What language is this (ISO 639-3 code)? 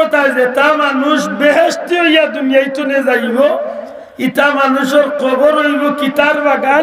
syl